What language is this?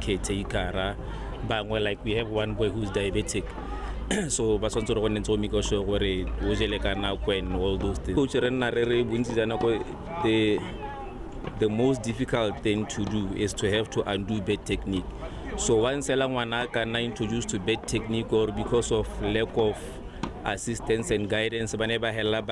Tswana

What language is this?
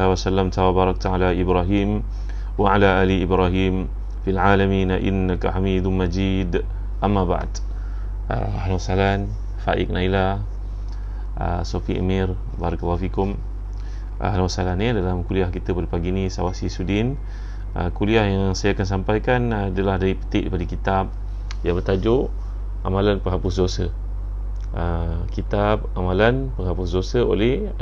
Malay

